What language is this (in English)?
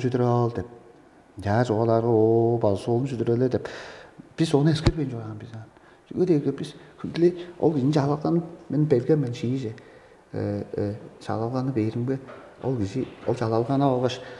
Tuvinian